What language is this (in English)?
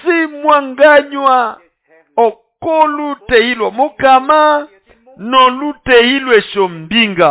Nande